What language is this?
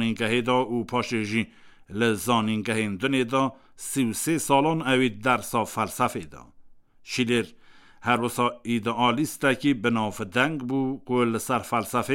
Kurdish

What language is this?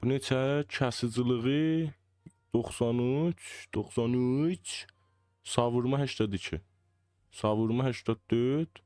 South Azerbaijani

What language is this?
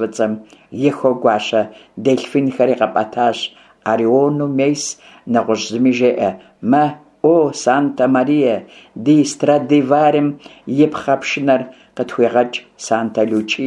Kabardian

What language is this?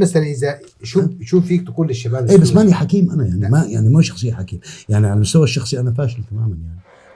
North Levantine Arabic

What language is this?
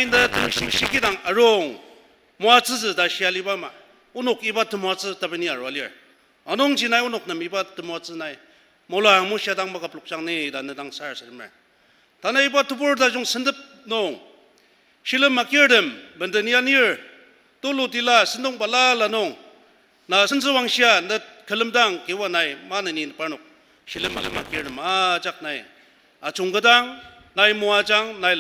Ao Naga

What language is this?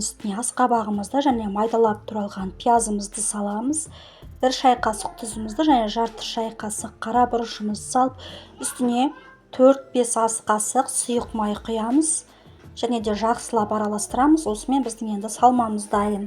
Kazakh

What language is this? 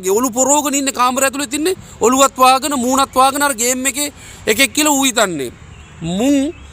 Sinhala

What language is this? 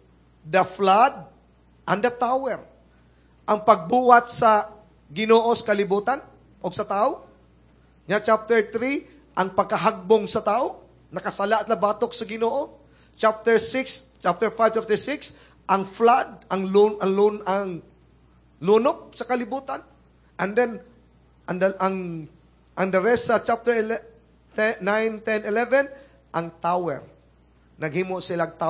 Cebuano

